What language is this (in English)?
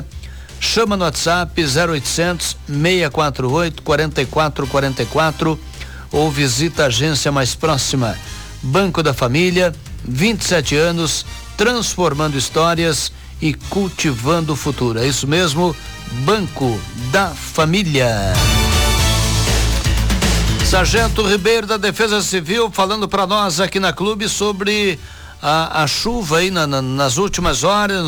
Portuguese